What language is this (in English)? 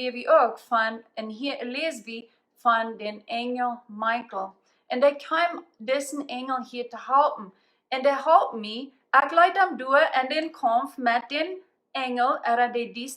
Plautdietsch